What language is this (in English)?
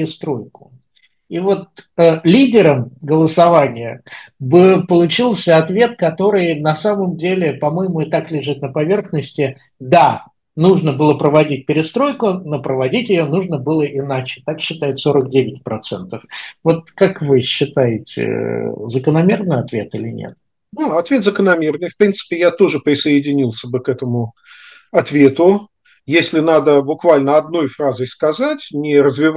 Russian